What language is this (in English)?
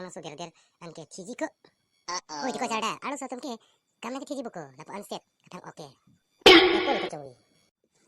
Karbi